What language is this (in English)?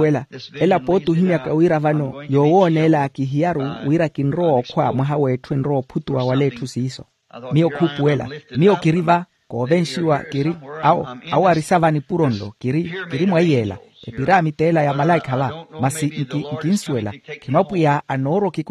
Makhuwa